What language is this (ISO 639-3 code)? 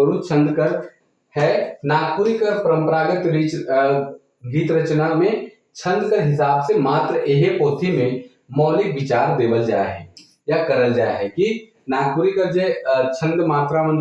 sck